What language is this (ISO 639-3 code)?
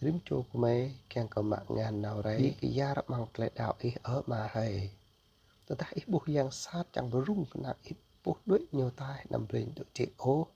jra